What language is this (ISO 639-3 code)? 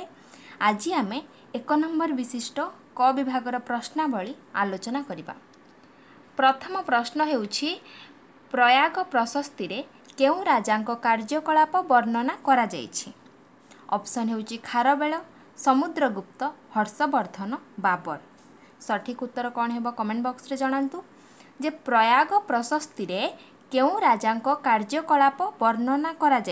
ori